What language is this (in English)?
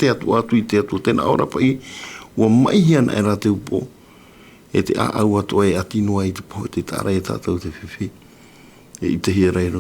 Tahitian